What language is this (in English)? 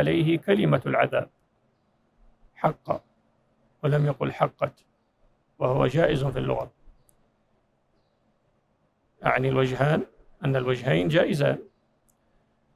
Arabic